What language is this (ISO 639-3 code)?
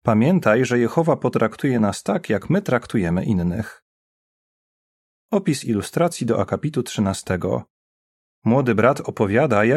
pol